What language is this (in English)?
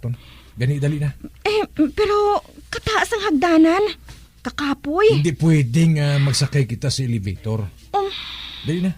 Hiligaynon